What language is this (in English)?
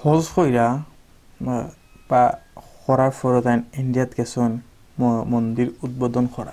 Sylheti